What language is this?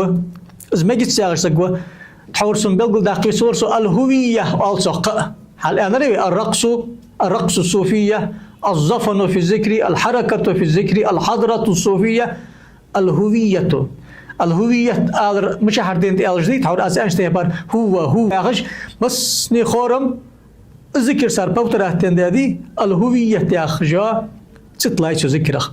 Ingush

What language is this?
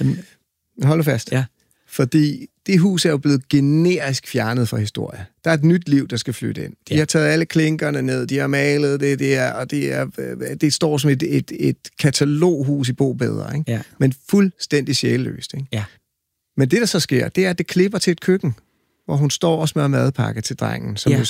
Danish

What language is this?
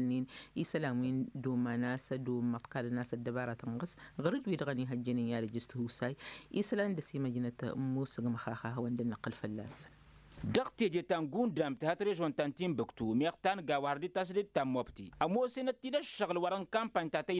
Tamasheq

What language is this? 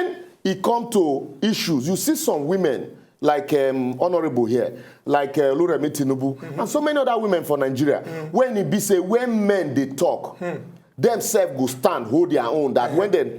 Nigerian Pidgin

